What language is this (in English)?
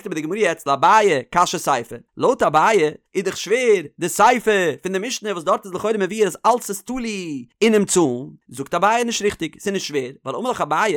Yiddish